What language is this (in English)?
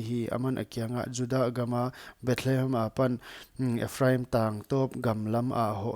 Paite Chin